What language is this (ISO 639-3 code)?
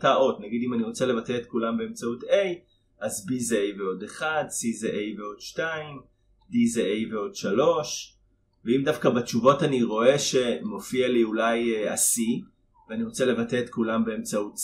heb